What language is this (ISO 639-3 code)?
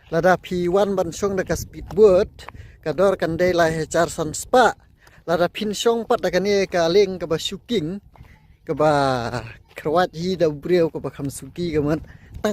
kha